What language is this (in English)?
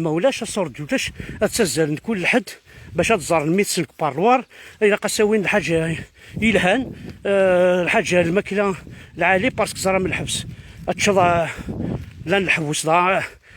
Kabyle